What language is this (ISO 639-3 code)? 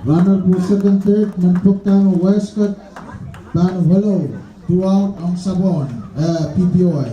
pon